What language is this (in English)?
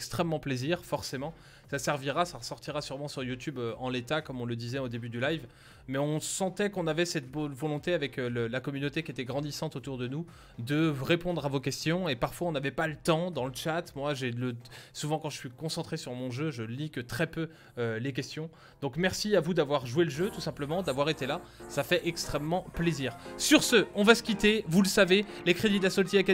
French